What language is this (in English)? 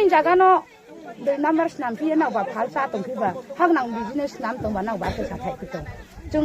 Riang (India)